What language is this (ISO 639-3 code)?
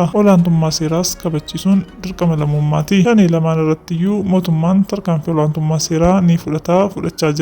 orm